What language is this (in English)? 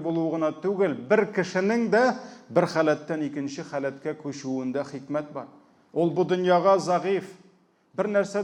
Tatar